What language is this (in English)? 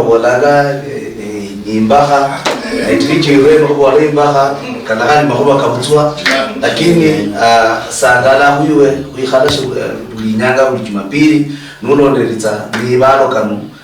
Luyia